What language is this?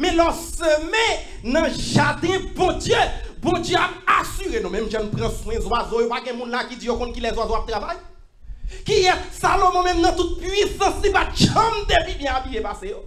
Haitian Creole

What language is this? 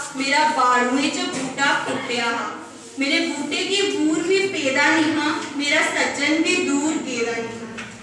Dogri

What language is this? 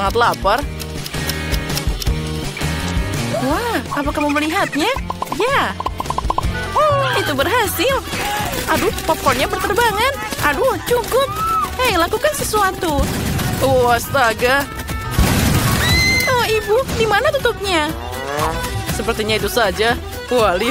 Indonesian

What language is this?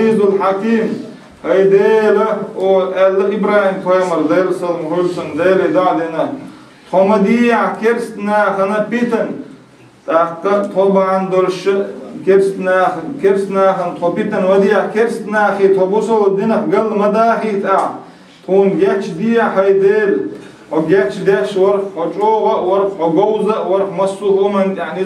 Chechen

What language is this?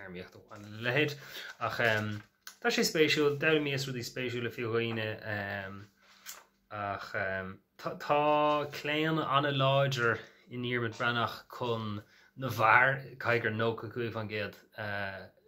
Irish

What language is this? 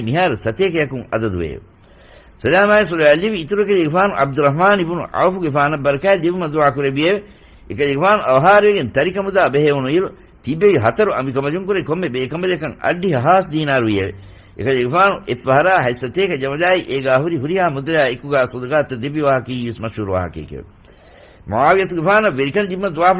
Divehi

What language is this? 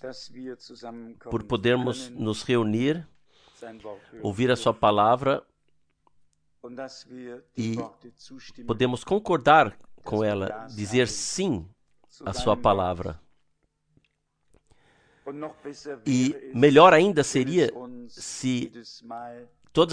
Portuguese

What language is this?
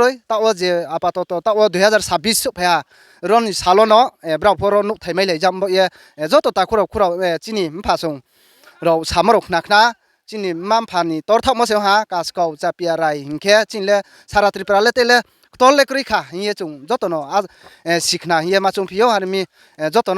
Riang (India)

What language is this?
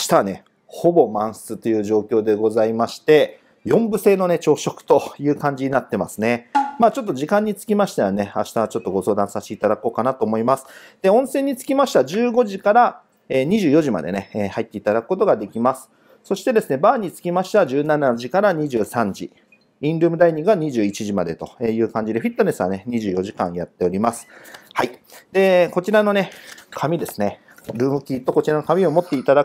Japanese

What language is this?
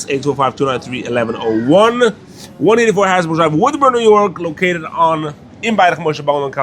Yiddish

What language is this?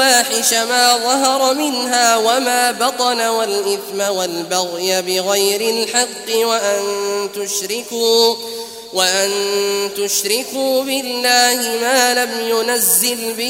Arabic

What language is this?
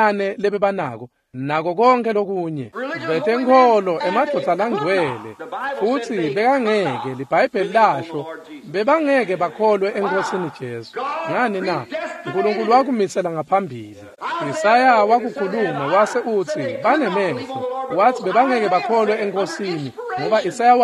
Swati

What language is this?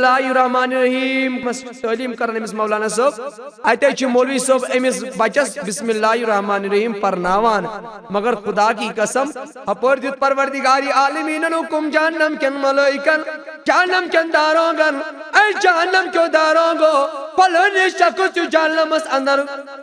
Kashmiri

